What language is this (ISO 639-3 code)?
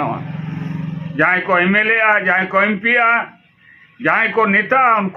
sat